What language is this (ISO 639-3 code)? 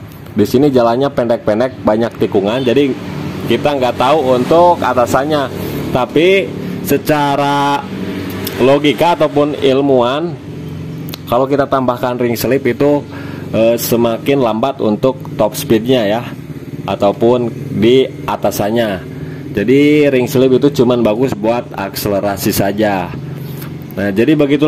ind